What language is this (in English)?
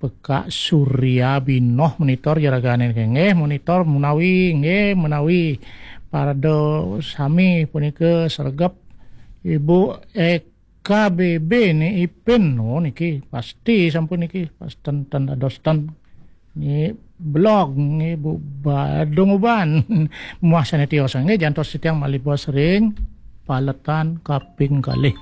Balinese